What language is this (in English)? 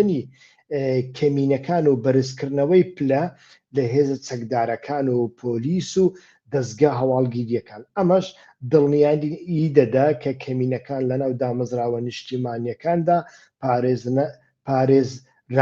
Central Kurdish